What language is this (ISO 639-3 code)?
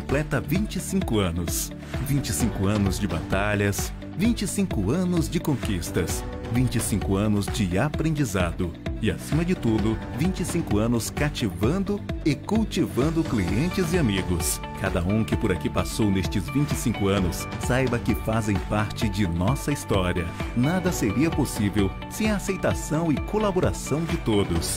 por